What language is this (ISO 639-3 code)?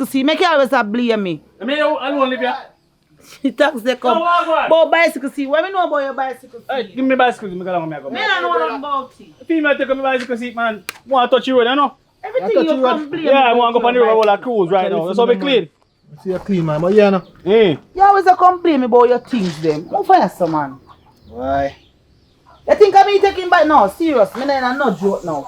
jam